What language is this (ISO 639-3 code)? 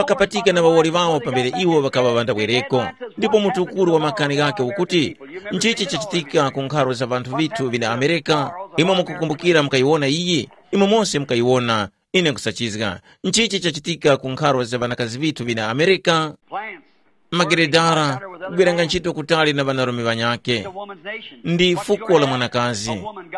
tum